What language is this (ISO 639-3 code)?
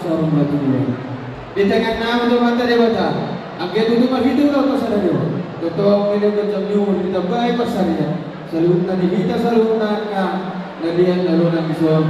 bbc